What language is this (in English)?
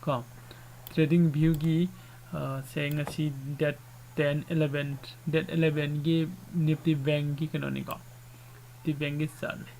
Manipuri